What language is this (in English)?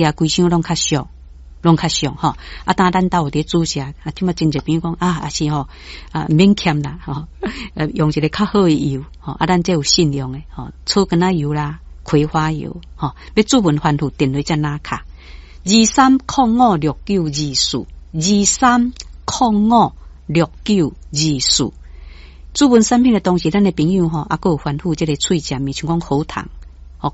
Min Nan Chinese